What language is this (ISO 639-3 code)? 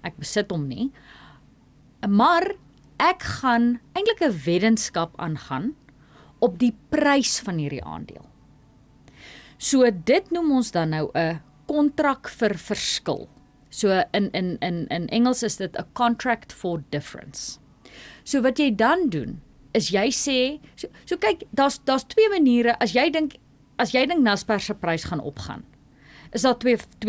afr